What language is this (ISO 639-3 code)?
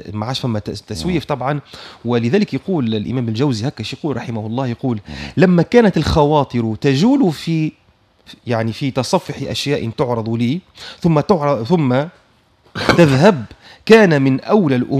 aeb